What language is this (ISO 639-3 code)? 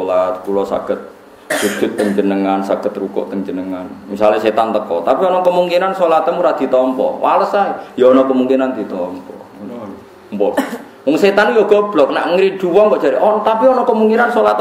jav